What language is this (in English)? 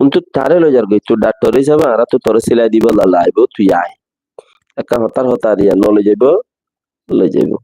Rohingya